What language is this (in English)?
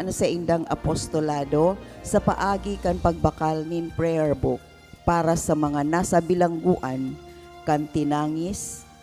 Bikol